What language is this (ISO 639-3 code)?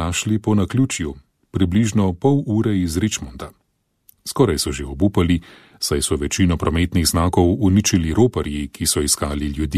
slv